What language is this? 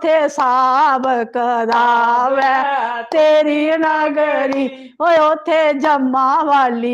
Dogri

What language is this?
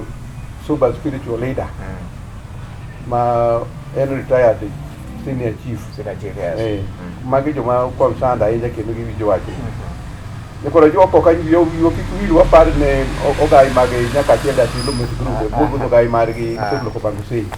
Luo (Kenya and Tanzania)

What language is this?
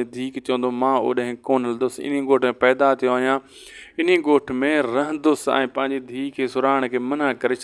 Sindhi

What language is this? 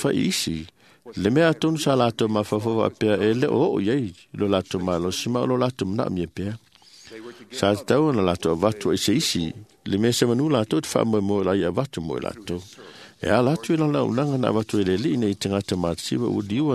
Samoan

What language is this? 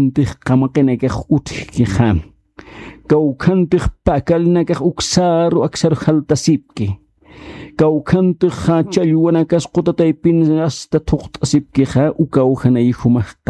Aymara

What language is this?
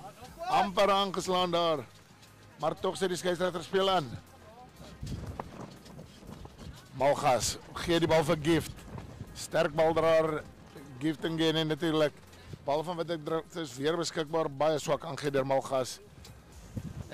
Afrikaans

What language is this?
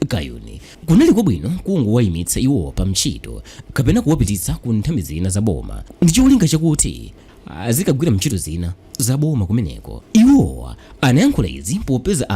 Nyanja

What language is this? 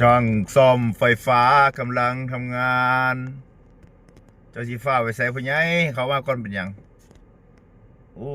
Lao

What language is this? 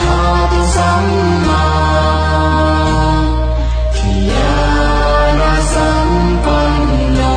Pali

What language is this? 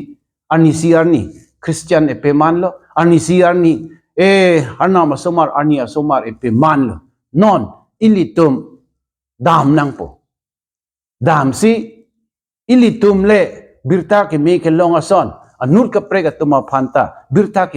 Karbi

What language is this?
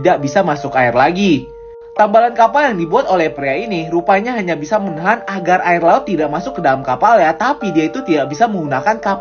Indonesian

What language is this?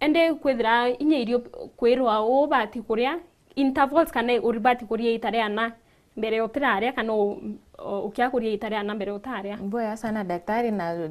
Meru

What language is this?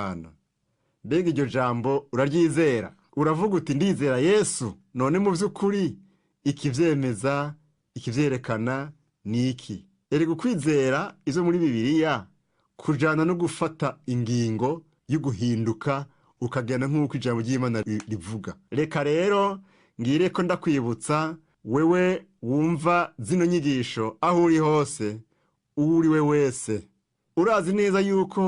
Rundi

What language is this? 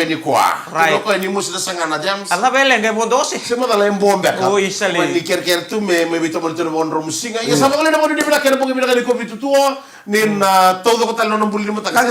Fijian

